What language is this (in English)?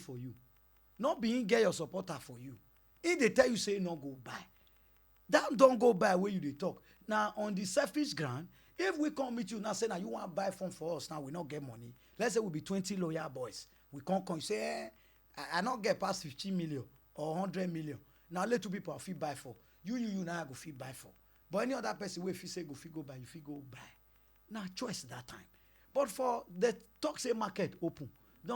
Nigerian Pidgin